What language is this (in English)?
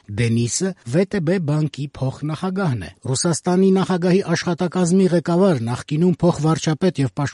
Armenian